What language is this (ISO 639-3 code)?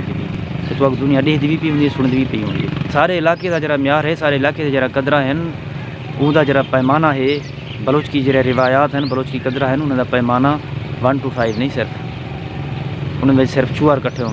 skr